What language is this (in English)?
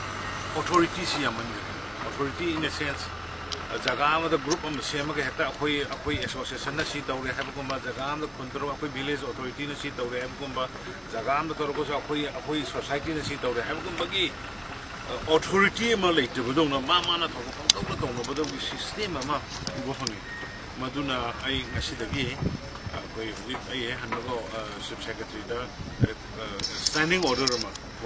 Manipuri